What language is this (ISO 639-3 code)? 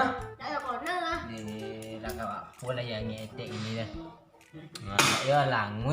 min